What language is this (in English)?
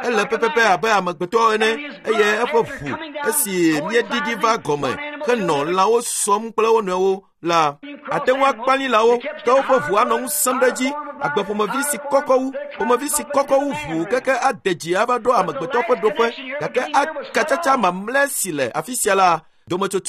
Ewe